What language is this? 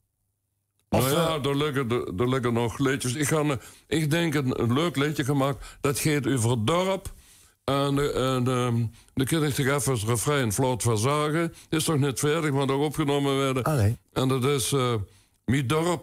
Limburgish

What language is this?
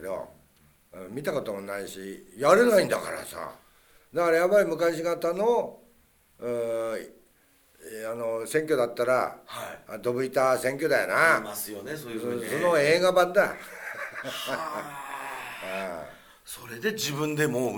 Japanese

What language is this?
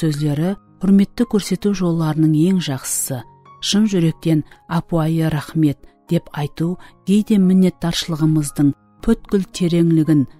Kara-Kalpak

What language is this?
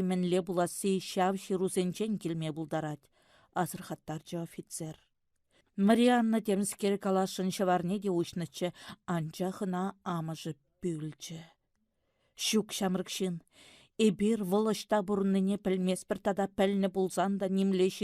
Chuvash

